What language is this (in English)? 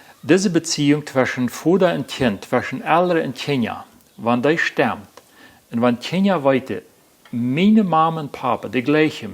Plautdietsch